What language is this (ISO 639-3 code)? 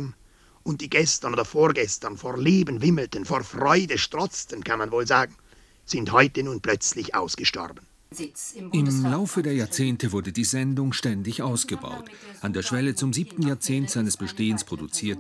gsw